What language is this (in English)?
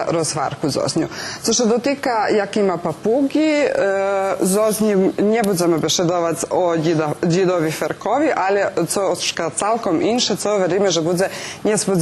Rusyn